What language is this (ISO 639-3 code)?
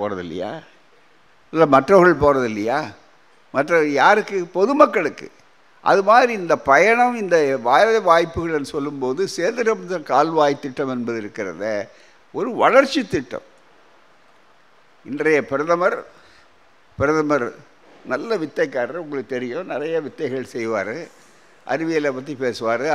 tam